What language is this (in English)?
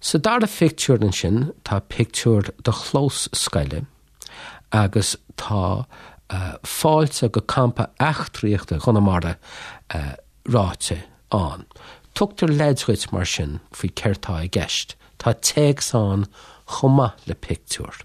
Irish